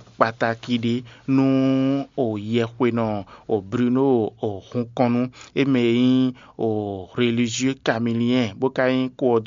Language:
Fon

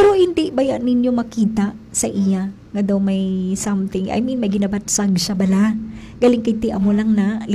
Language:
Hiligaynon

